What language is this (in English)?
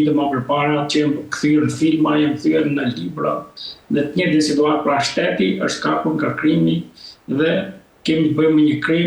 Albanian